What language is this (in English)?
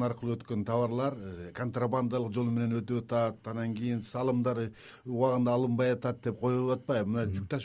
Kyrgyz